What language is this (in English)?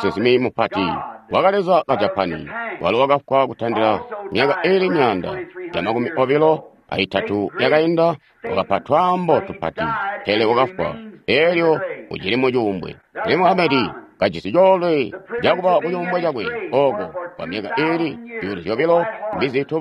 Tonga (Zambia)